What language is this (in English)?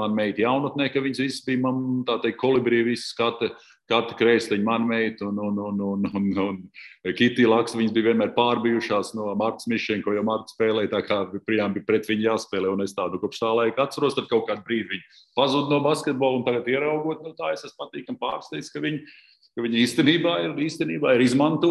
Latvian